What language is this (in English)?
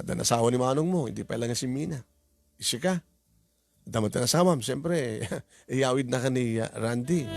Iloko